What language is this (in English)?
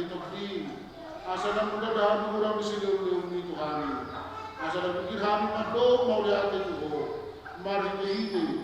Batak Toba